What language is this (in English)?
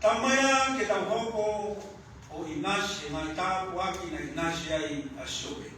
Tongan